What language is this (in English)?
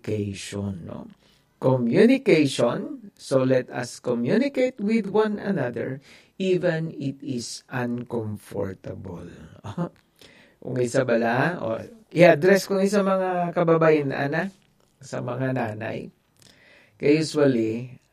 Hiligaynon